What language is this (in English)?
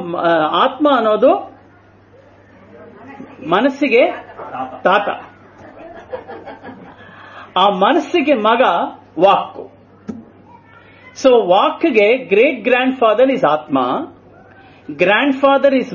Kannada